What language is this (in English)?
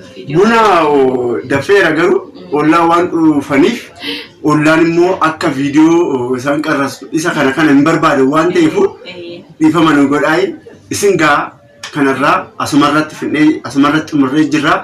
Oromo